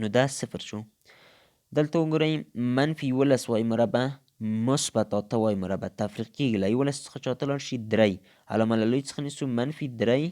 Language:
Pashto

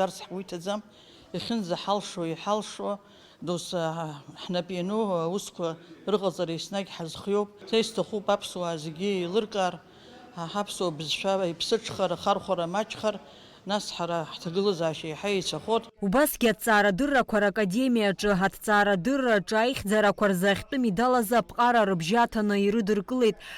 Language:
Abkhazian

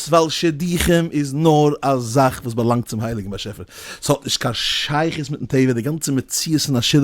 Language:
Yiddish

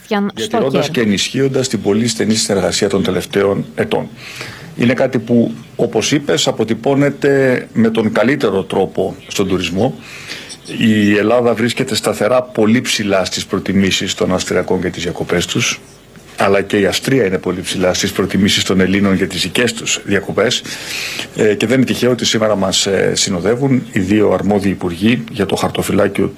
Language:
Greek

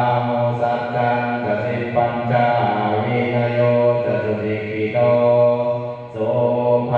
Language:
Pali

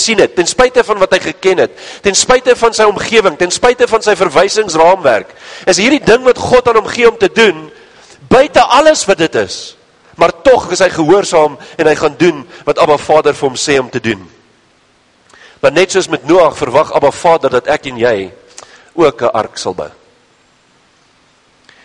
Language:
Afrikaans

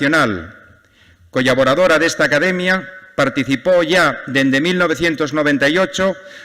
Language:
Asturian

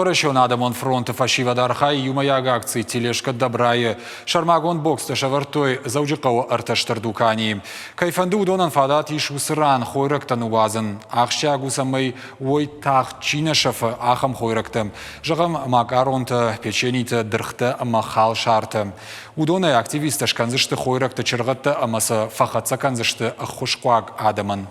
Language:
Ossetic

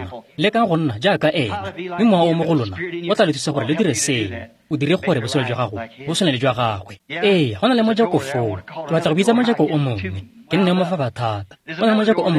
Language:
Tswana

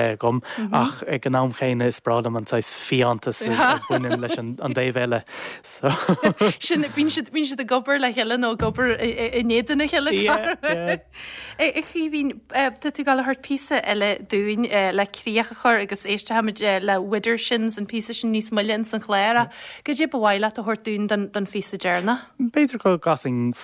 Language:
Irish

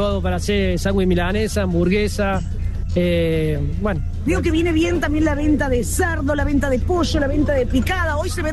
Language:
Spanish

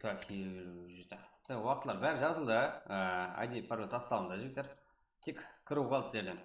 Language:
Kara-Kalpak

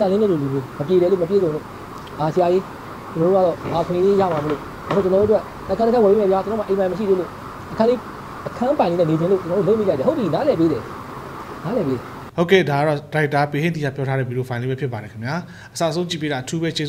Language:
Burmese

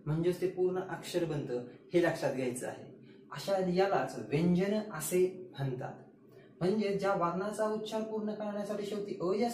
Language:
Marathi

